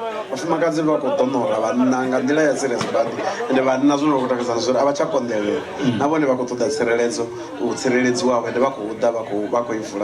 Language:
Venda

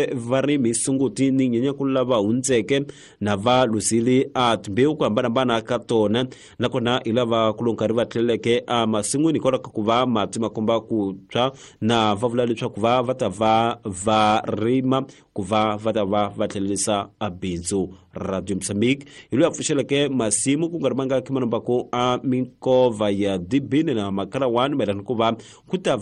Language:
Tsonga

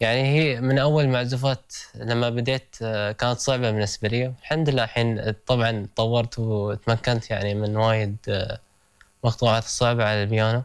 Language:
Gulf Arabic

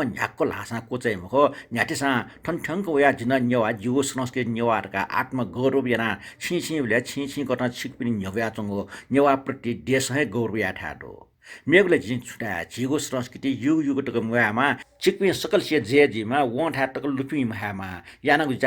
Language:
Newari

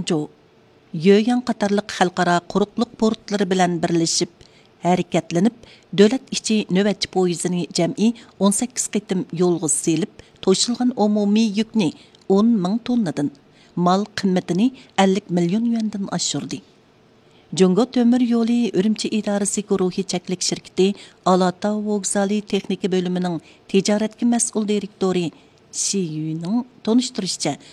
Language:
Uyghur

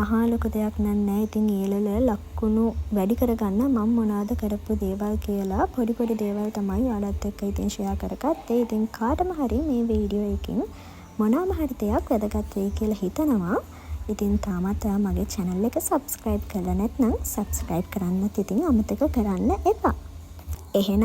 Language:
Sinhala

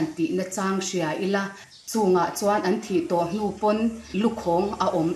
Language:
Mizo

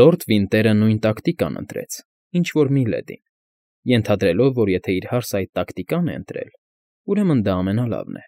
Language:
Armenian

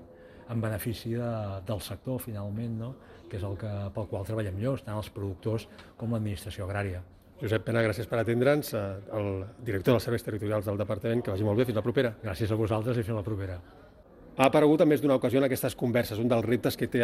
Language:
Catalan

